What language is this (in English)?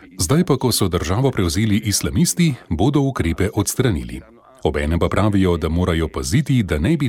Slovenian